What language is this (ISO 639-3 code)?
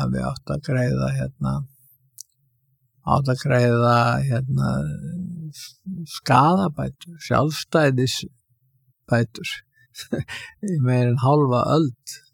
isl